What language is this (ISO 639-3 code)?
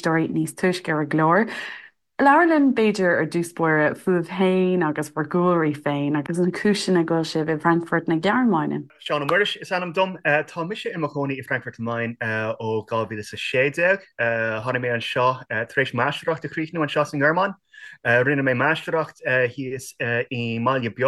gle